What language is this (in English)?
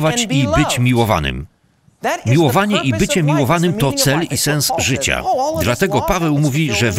Polish